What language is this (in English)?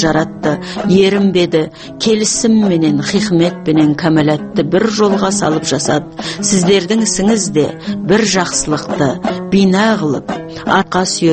Kazakh